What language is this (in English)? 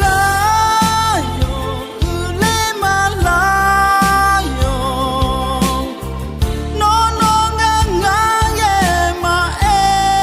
Akha